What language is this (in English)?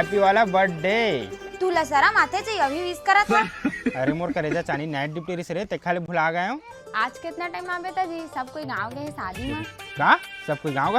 Chhattisgarhi